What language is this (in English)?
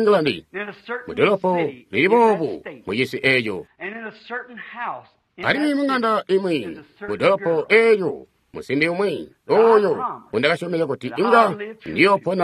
Tonga (Zambia)